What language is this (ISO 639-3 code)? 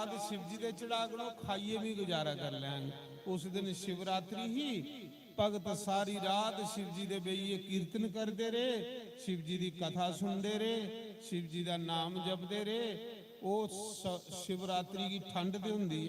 doi